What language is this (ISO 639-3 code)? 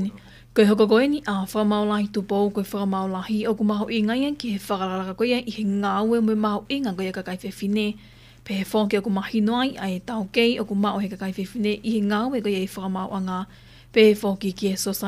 ton